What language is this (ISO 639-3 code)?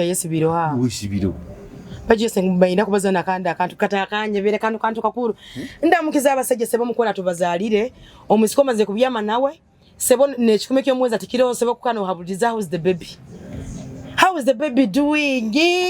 nyo